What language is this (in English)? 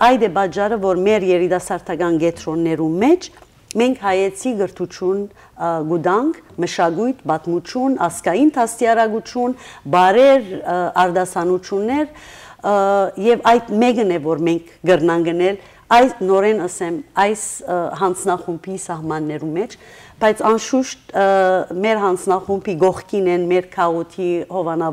Western Armenian